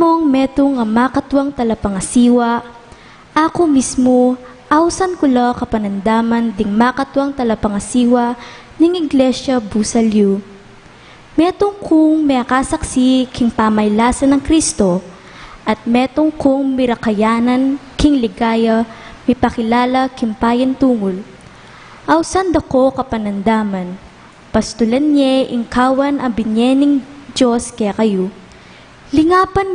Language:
Pampanga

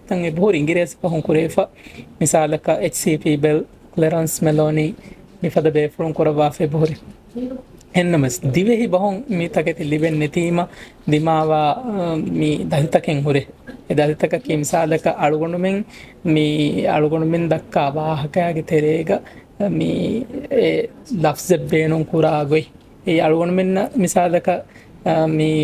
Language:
Divehi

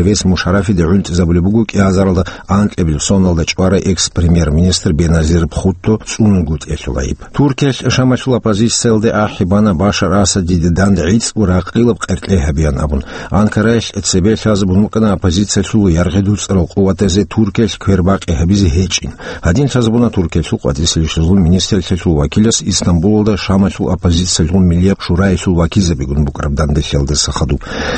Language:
Avaric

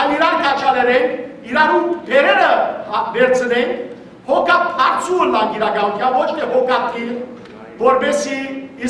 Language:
Western Armenian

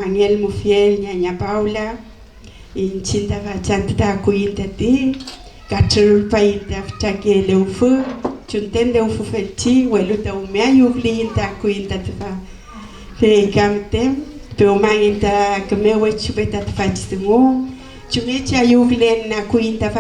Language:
Mapuche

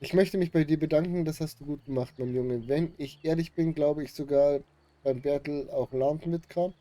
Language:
Bavarian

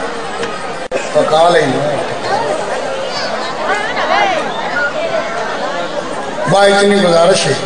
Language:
Urdu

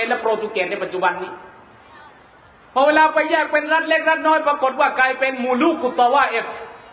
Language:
Thai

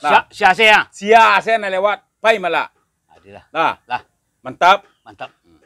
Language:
Minangkabau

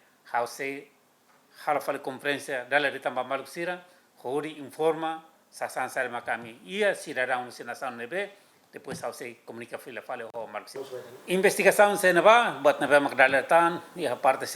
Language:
Tetum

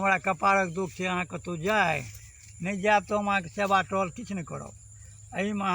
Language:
Maithili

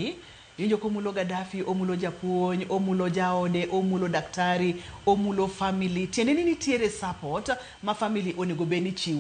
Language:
Luo (Kenya and Tanzania)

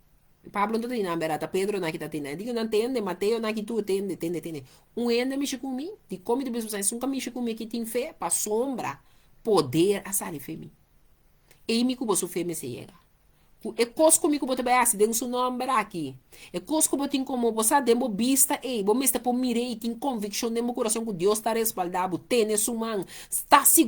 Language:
Papiamento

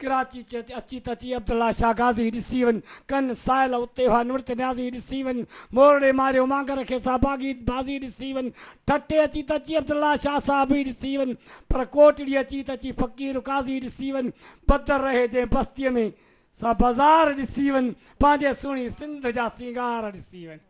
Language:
Sindhi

